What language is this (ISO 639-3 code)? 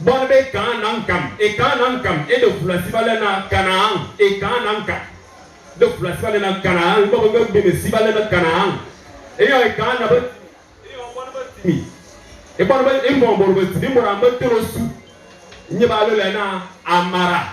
fan